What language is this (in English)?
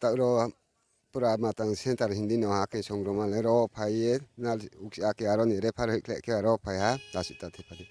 Riang (India)